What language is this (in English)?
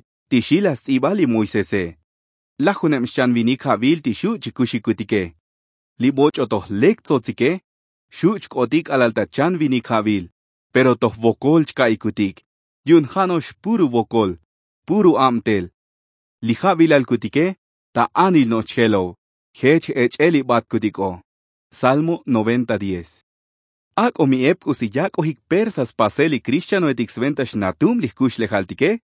Tzotzil